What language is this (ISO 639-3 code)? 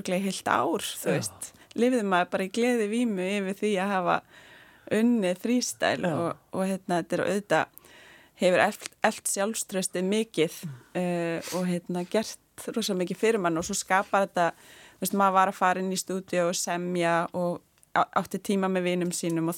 isl